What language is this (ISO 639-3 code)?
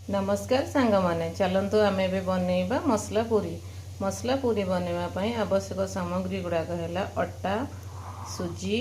ori